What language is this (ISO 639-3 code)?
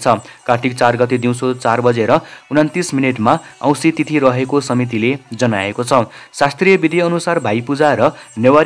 nep